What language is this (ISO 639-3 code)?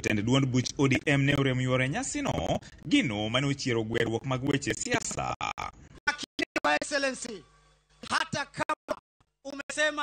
luo